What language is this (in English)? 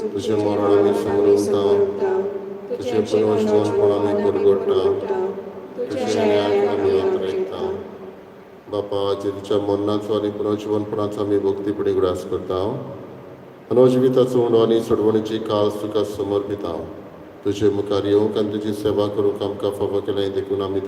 Konkani